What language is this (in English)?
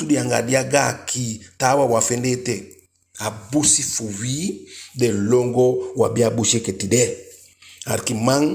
Eastern Maroon Creole